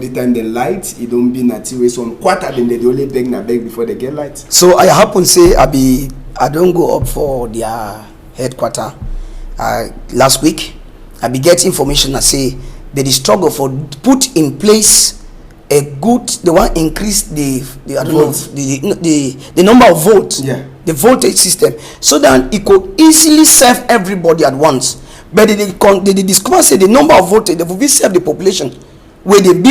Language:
Cameroon Pidgin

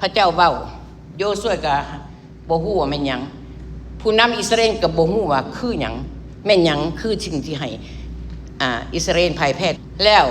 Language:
Lao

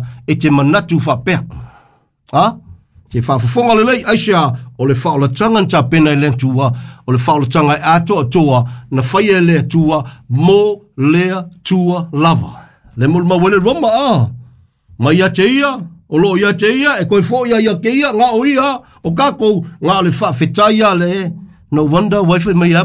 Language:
Samoan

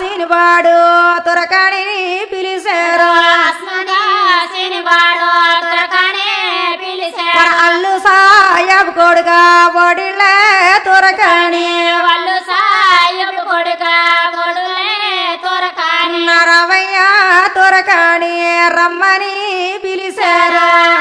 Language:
Telugu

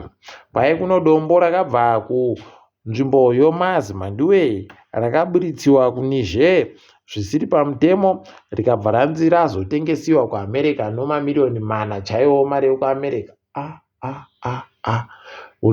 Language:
Ndau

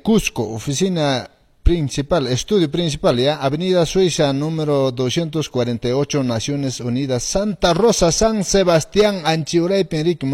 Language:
Quechua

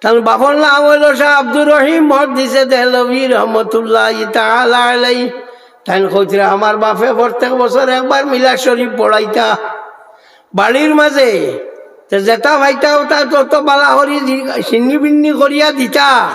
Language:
Sylheti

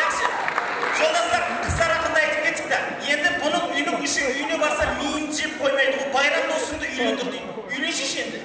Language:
Kara-Kalpak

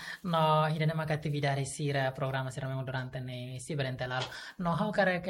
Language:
Tetum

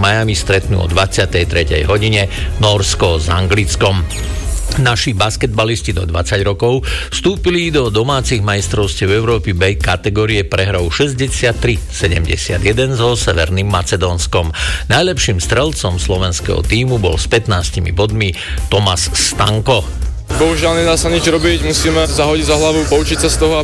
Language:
Slovak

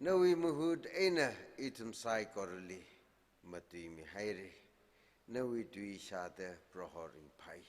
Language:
Tangkhul Naga (India)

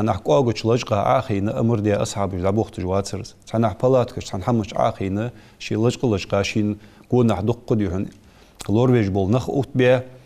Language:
Ingush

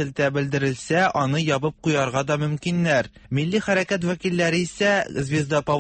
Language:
Tatar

